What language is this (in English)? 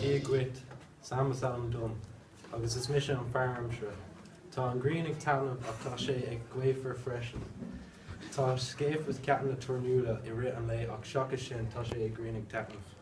Irish